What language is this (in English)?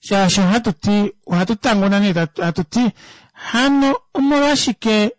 Kuanyama